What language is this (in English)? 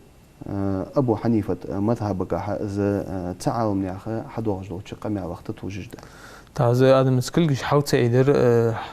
Ingush